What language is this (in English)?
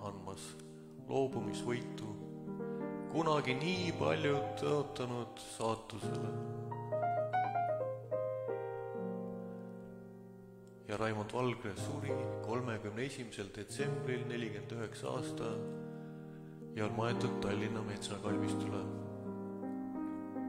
Estonian